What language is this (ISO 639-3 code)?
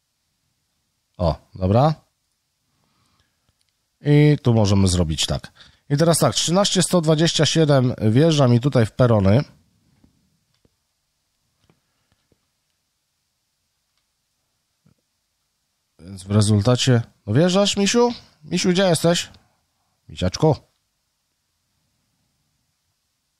pol